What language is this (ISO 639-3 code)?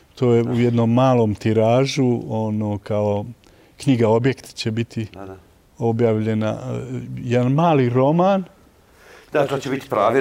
bos